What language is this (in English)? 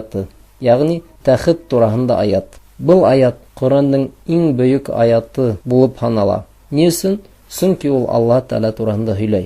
Bashkir